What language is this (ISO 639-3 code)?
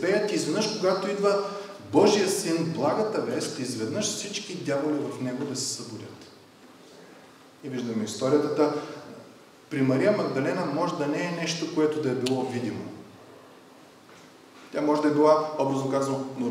bul